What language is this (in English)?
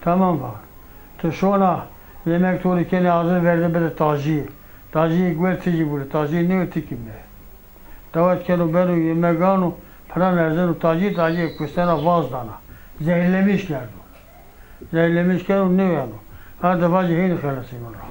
Zaza